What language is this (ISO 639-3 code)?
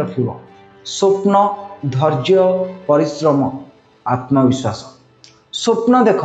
ori